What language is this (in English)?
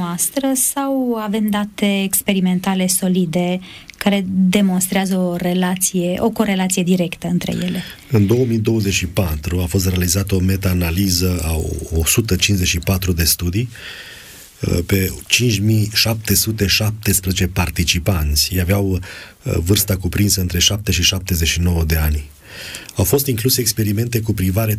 Romanian